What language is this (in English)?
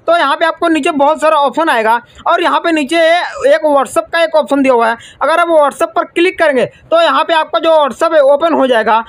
Hindi